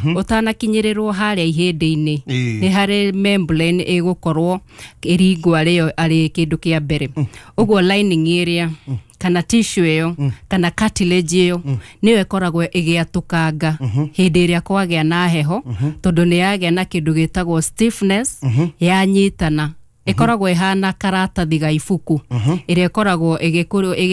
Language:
Kikuyu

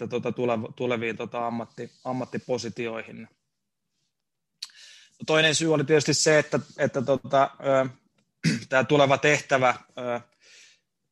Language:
Finnish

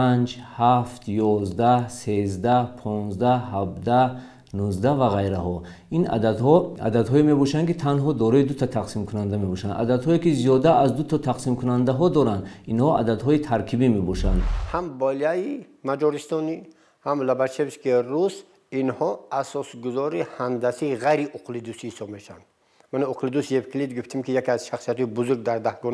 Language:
Tajik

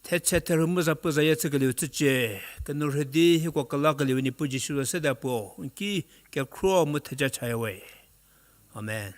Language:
Angami Naga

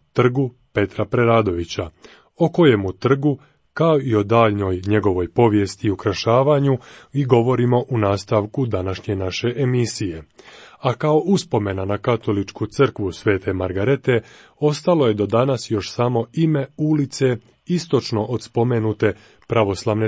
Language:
Croatian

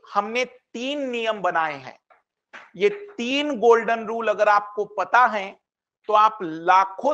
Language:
Hindi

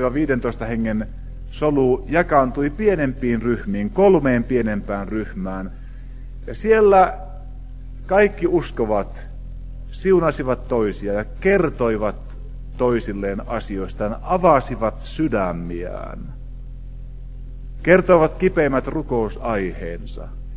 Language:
Finnish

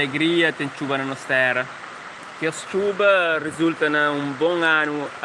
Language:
Kabuverdianu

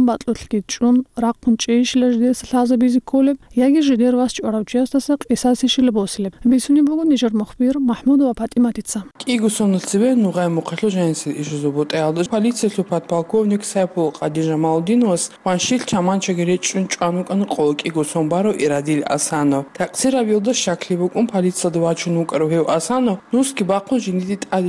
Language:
Avaric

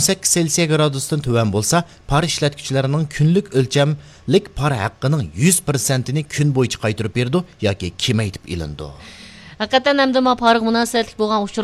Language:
Uyghur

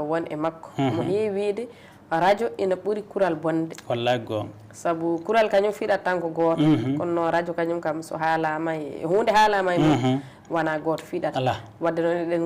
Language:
Fula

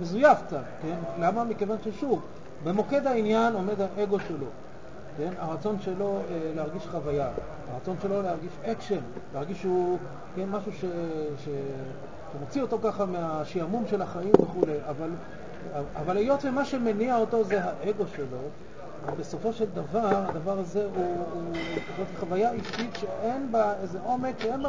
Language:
Hebrew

